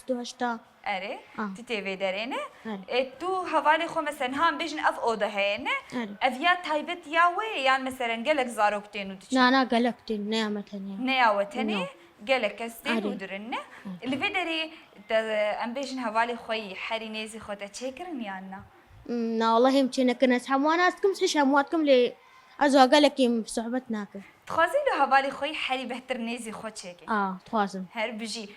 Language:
Kurdish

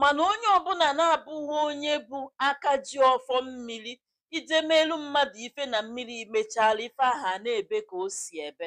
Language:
Igbo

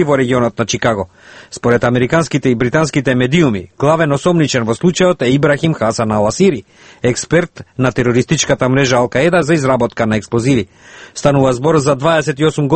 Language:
Macedonian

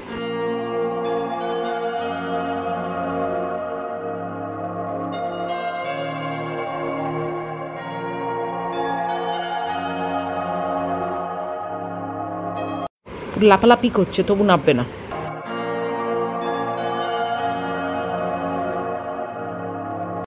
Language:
Bangla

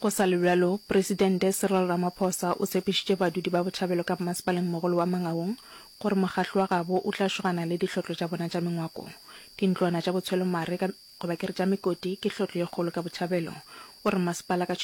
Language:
Northern Sotho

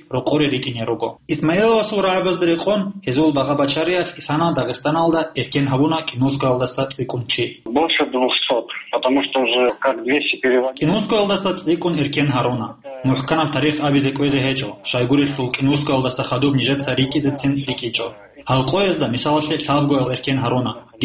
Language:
Avaric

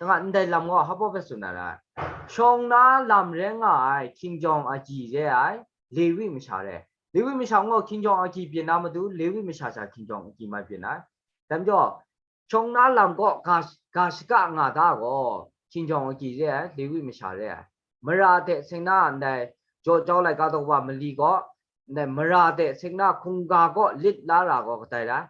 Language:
Kachin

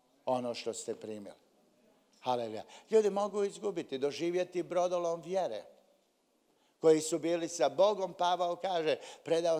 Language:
Croatian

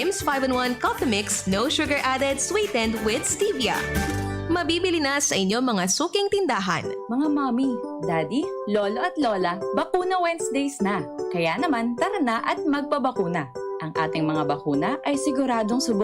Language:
Bikol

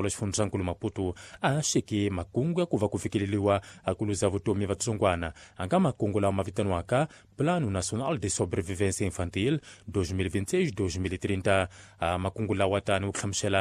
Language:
Tsonga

